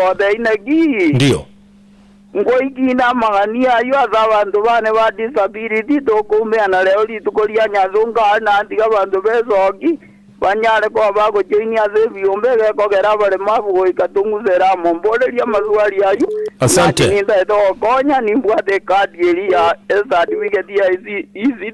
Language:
Gusii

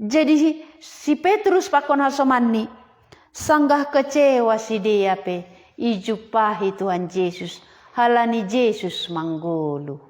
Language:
Batak Simalungun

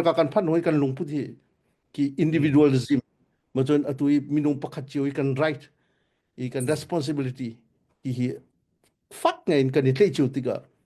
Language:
Hakha Chin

